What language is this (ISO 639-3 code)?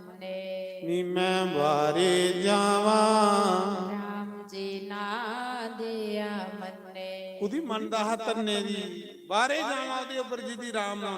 doi